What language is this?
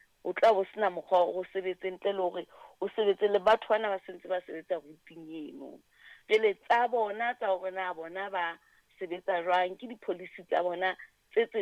Southern Sotho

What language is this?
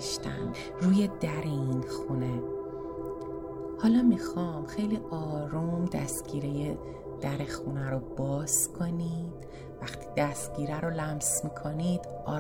Persian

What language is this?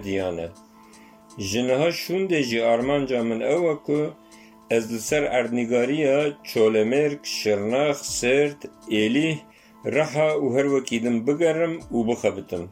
Kurdish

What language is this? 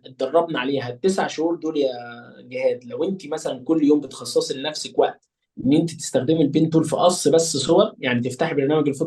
Egyptian Arabic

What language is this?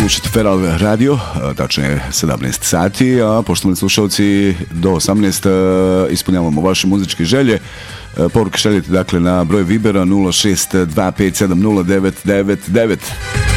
Bosnian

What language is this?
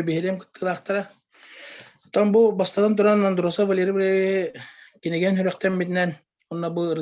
Yakut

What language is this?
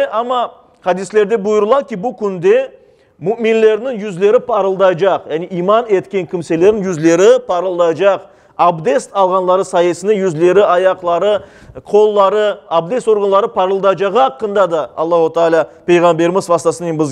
Crimean Tatar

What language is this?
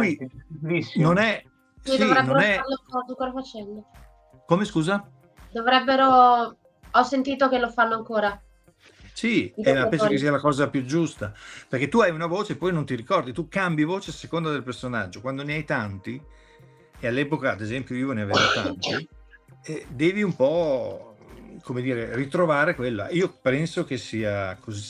Italian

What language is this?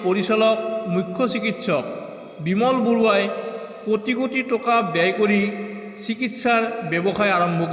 Assamese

